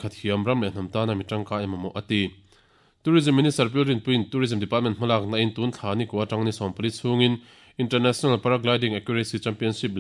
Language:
Mizo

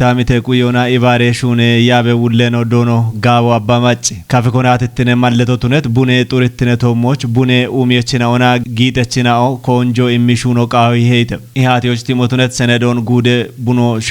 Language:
Kafa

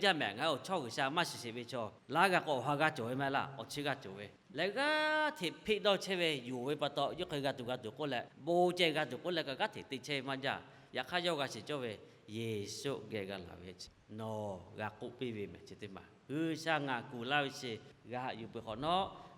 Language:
Lahu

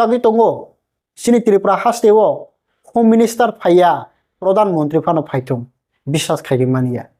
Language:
Kok Borok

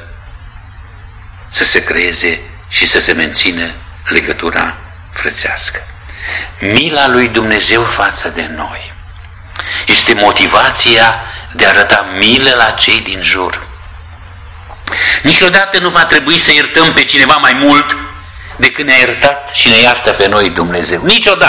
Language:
Romanian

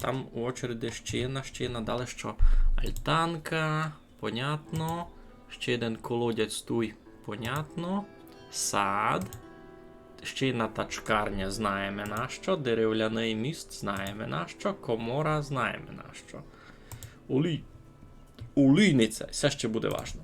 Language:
Rusyn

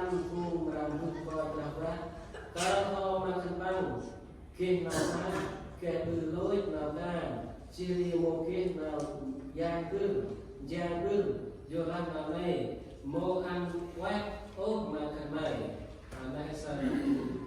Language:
Central Mnong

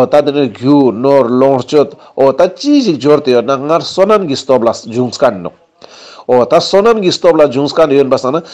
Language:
Ladakhi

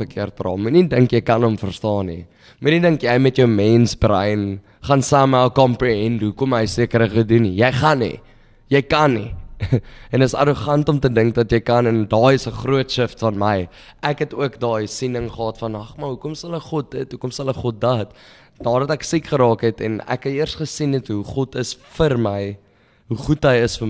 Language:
Afrikaans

